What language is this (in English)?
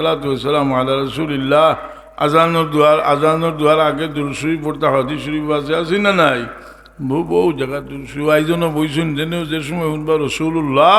Sylheti